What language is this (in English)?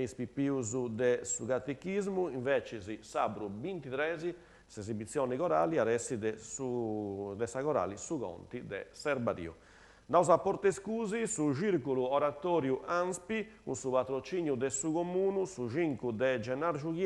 Sardinian